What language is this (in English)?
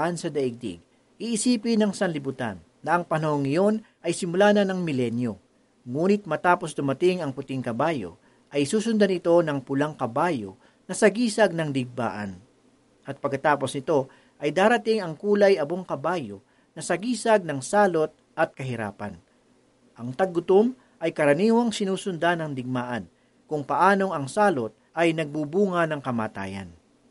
Filipino